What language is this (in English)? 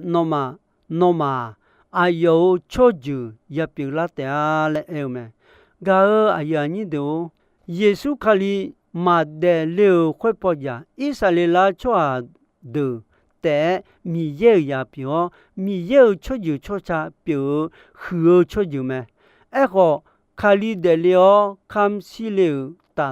Akha